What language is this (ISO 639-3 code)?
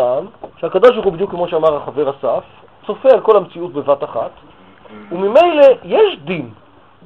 heb